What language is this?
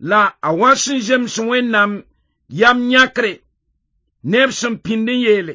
Mossi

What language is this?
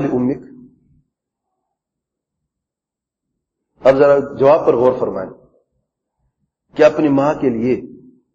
Urdu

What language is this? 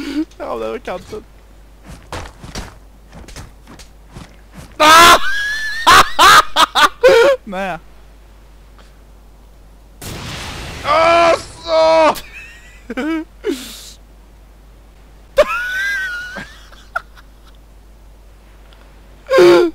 Swedish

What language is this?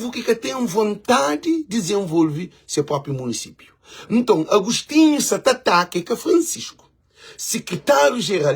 Kabuverdianu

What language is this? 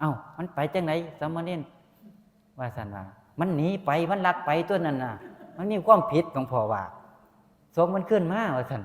Northeastern Thai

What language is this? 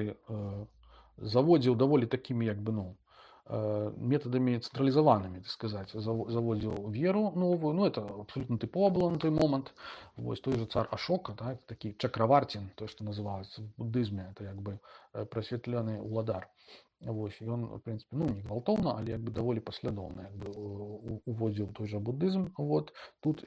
Belarusian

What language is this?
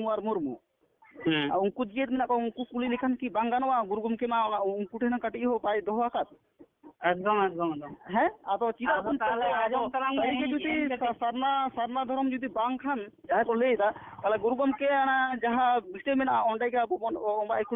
Santali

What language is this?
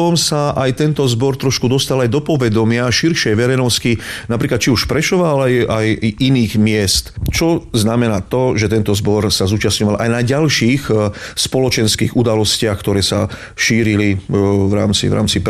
Slovak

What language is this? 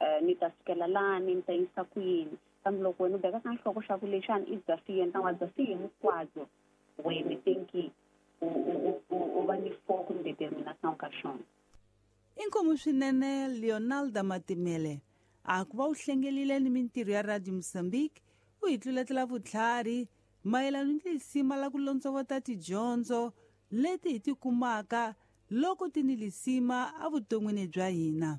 Tsonga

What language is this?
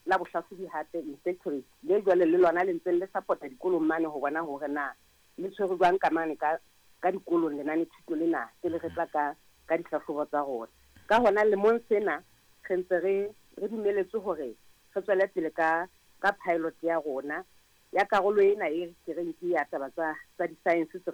Southern Sotho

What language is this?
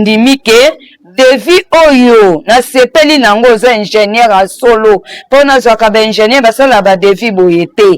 Lingala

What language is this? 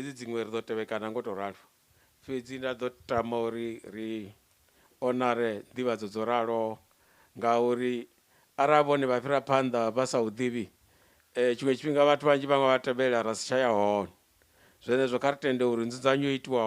Venda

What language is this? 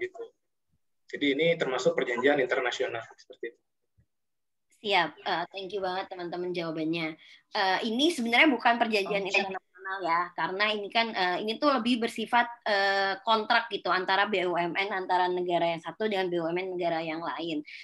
Indonesian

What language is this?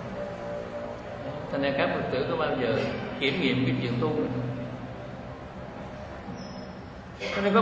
Vietnamese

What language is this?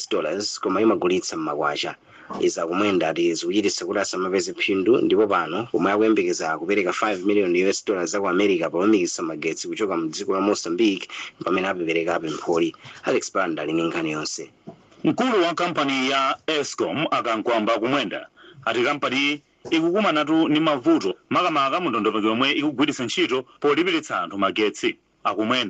Nyanja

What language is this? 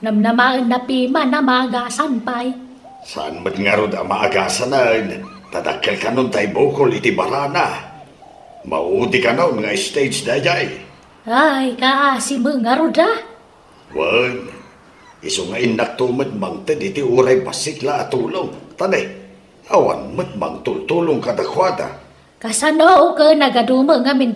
Iloko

